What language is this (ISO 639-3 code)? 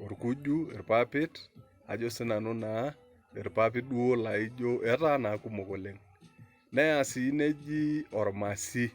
mas